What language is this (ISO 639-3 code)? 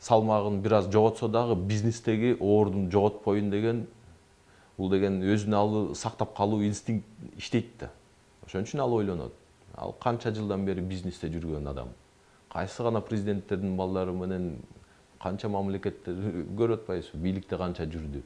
kir